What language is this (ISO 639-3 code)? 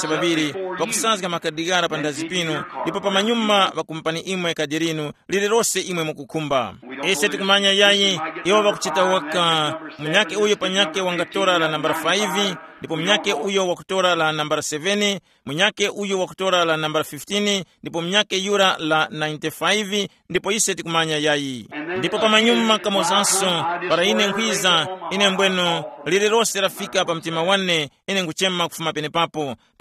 tum